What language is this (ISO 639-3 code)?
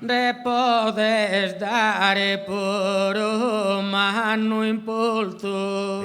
srd